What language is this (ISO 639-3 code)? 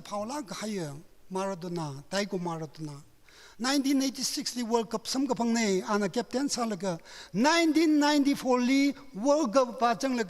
nmf